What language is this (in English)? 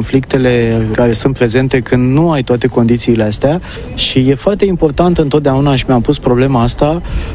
Romanian